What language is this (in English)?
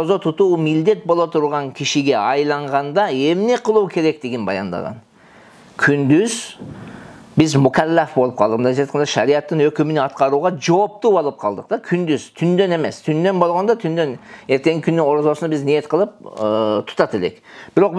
Kyrgyz